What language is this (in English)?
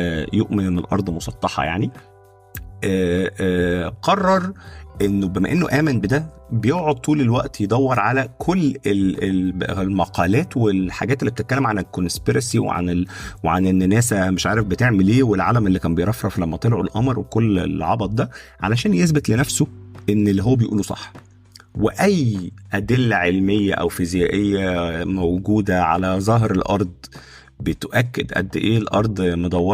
Egyptian Arabic